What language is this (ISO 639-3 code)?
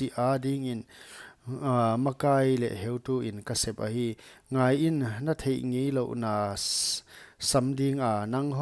pck